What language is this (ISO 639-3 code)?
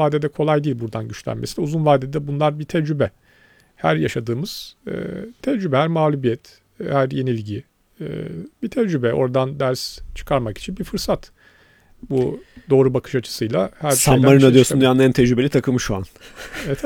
tur